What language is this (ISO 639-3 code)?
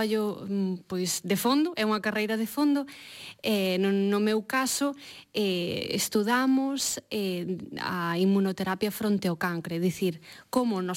glg